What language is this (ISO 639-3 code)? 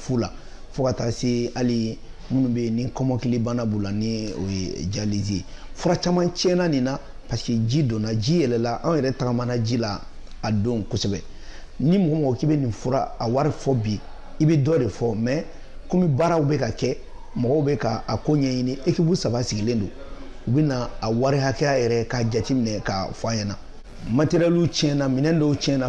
bam